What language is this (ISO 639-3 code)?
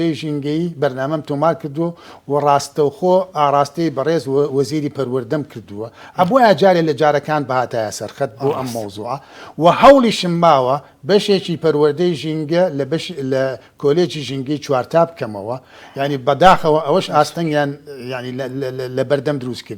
ckb